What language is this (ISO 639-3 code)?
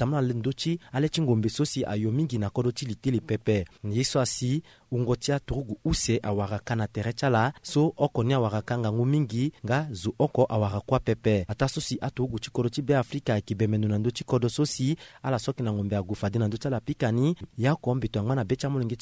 sag